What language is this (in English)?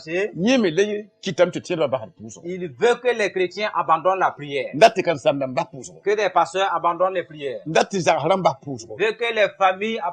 Mossi